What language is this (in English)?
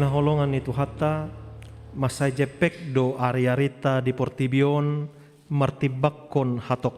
Batak Toba